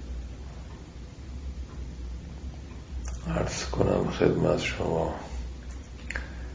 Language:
Persian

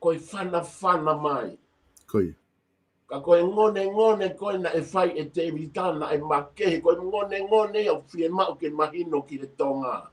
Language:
Tongan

